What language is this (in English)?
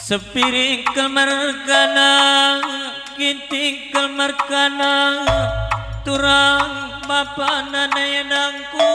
Batak Karo